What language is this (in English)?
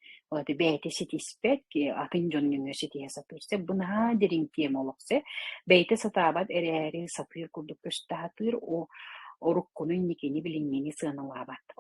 Yakut